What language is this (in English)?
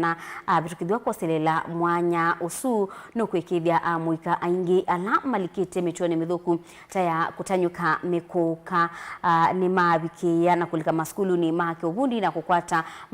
Kamba